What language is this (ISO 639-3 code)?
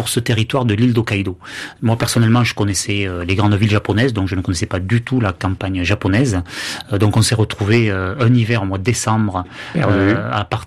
fra